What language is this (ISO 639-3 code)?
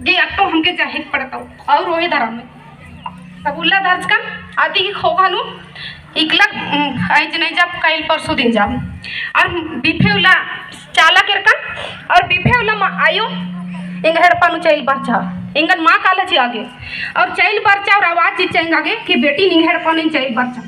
kru